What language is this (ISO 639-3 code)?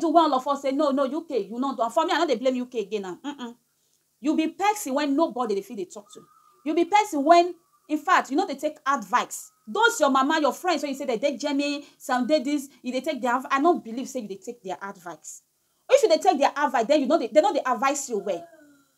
pcm